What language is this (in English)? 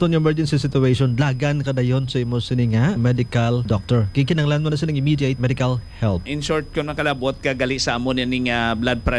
Hiligaynon